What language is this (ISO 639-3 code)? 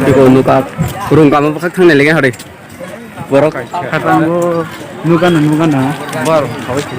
trp